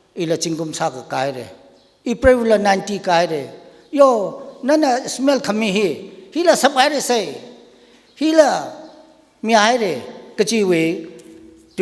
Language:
Tangkhul Naga (India)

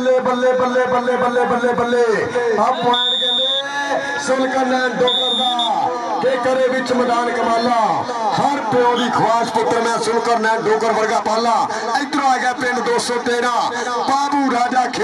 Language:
Punjabi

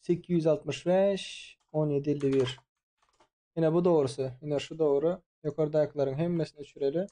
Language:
Turkmen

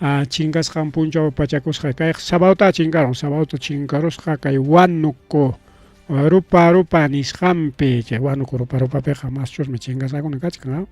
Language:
Ayacucho Quechua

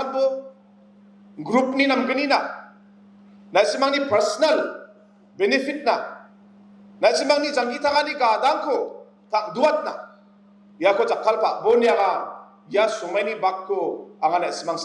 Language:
Garo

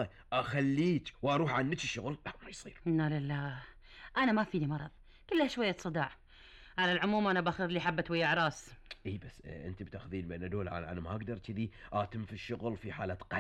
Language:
Gulf Arabic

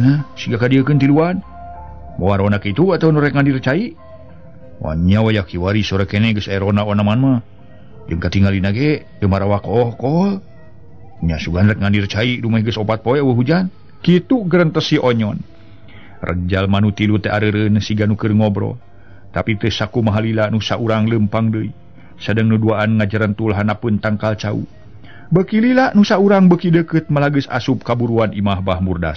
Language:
Sundanese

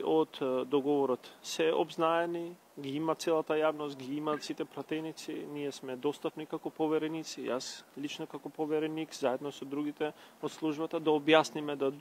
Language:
Macedonian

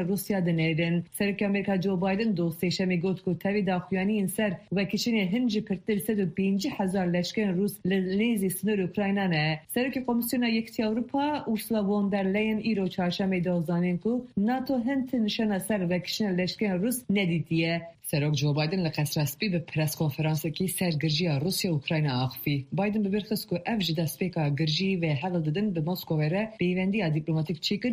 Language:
Kurdish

